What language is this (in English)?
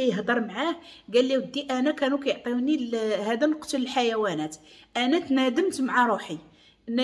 Moroccan Arabic